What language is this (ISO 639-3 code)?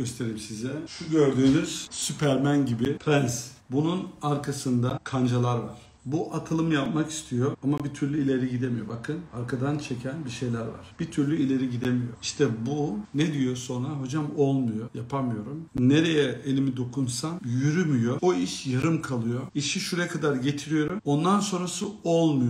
tur